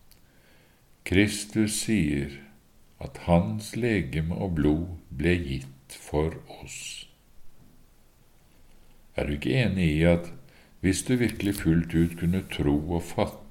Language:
Norwegian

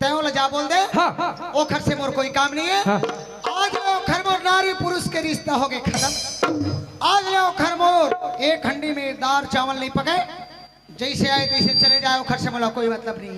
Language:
Chhattisgarhi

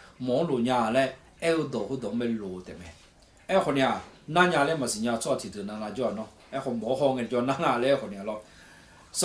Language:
Akha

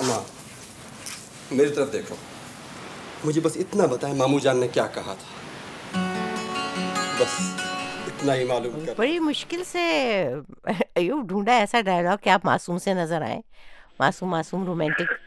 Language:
Urdu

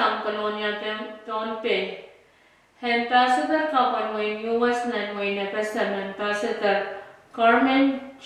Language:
Pohnpeian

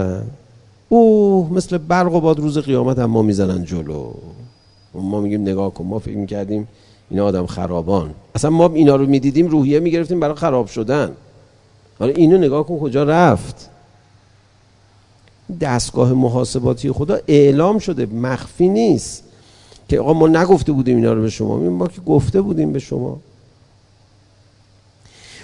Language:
Persian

